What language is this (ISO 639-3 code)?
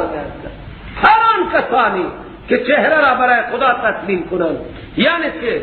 fas